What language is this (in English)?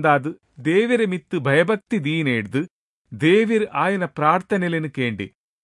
Tulu